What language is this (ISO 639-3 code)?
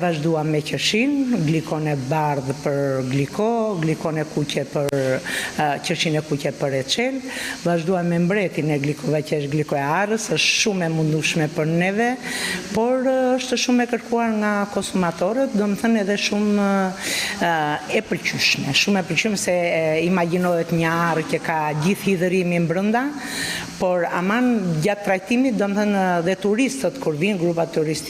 sqi